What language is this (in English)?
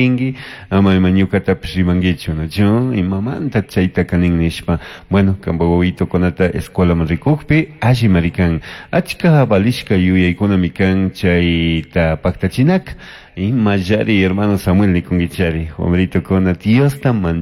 Chimborazo Highland Quichua